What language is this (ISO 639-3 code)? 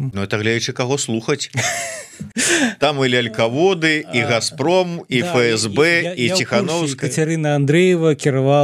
bel